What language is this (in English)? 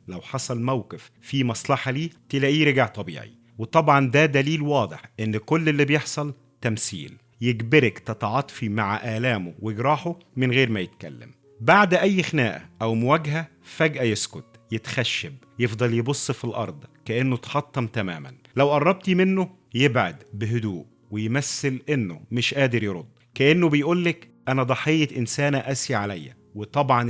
Egyptian Arabic